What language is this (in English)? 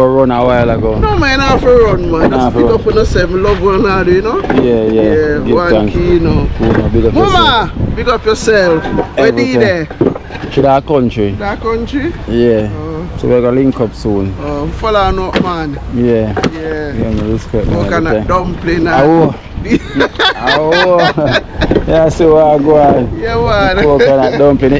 Jamaican Creole English